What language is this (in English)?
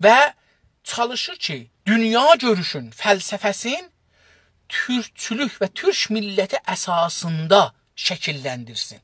South Azerbaijani